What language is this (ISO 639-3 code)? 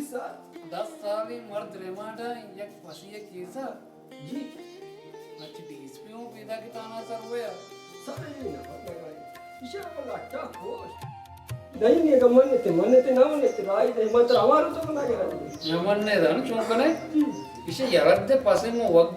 bal